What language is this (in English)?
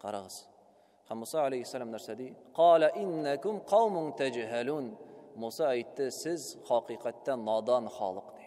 Tatar